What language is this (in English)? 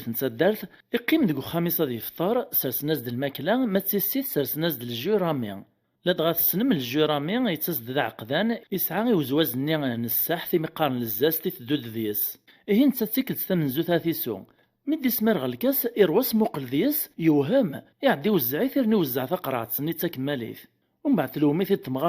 Kabyle